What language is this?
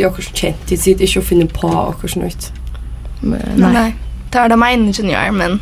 Faroese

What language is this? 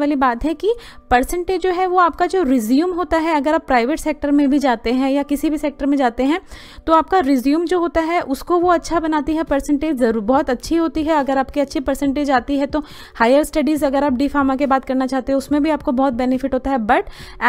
Hindi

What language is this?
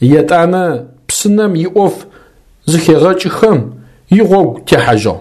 Adyghe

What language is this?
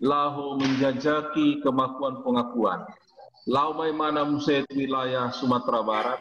Batak Toba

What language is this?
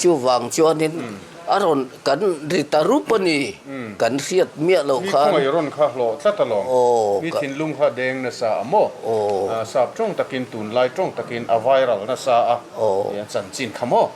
Mizo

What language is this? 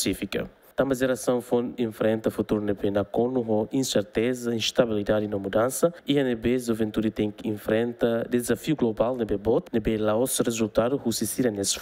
Tetum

